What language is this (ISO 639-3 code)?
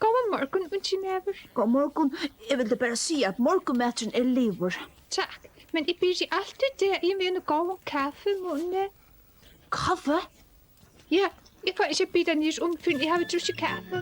fao